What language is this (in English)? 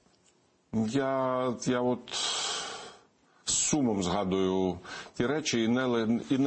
Ukrainian